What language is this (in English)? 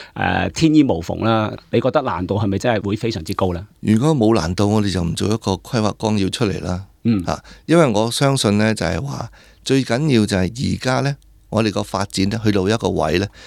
Cantonese